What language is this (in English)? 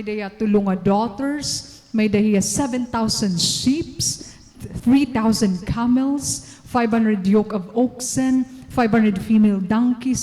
Waray